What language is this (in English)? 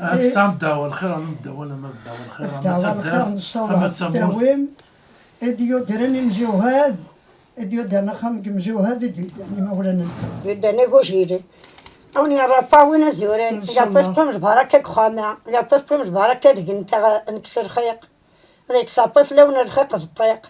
Kabyle